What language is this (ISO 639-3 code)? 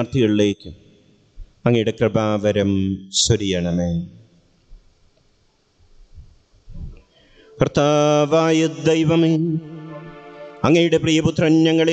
mal